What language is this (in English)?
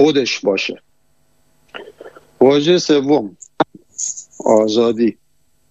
Persian